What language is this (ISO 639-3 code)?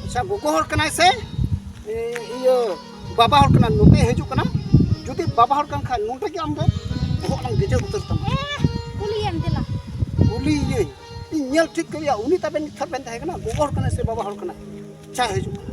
sat